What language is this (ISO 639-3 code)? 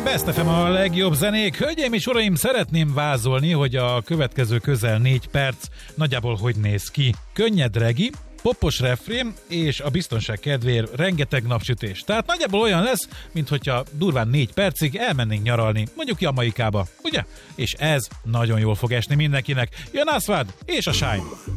hun